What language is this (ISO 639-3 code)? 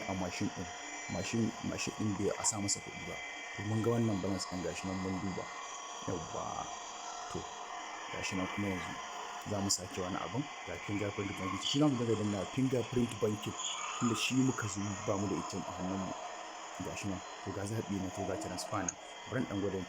hau